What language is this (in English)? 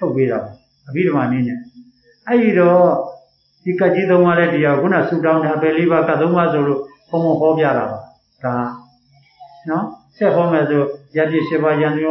Burmese